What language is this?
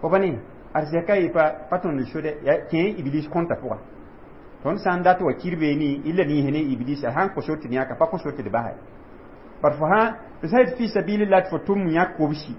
Mossi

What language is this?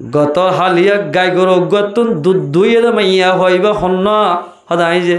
Rohingya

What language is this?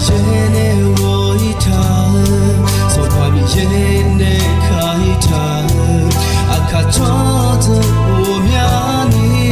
Akha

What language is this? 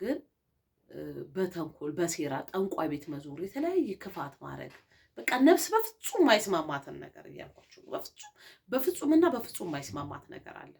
Amharic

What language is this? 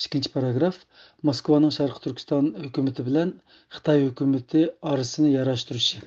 Uyghur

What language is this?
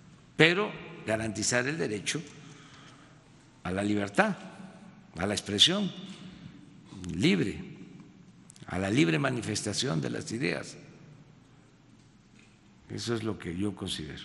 Spanish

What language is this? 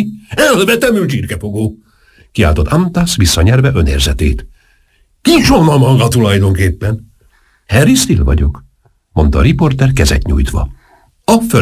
Hungarian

